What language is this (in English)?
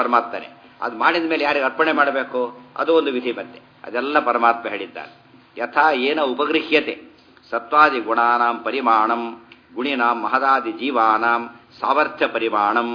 Kannada